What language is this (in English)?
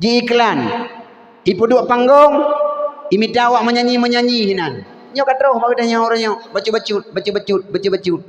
Achinese